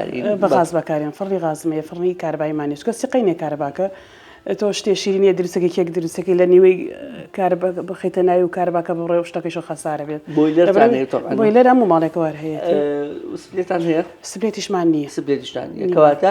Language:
Central Kurdish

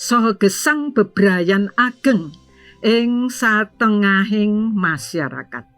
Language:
Javanese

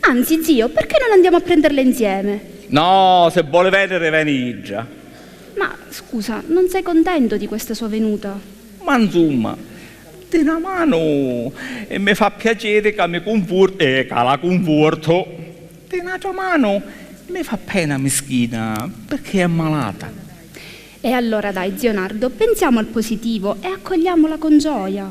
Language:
Sicilian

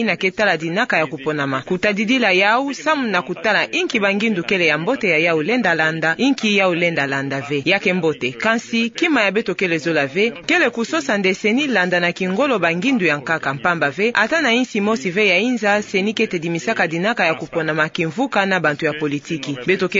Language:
Kituba (Democratic Republic of Congo)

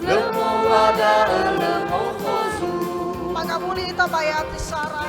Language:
Nias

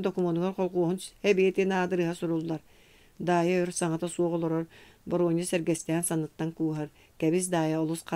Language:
Yakut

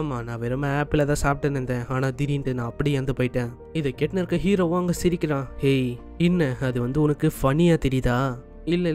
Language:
Tamil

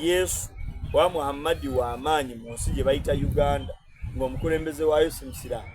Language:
Soga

